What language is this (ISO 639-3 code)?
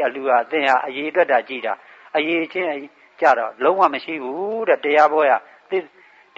mya